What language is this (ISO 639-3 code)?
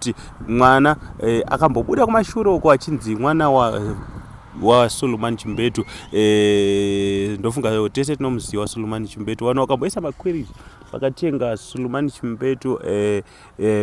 sna